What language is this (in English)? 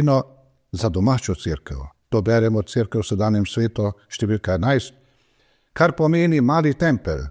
Slovenian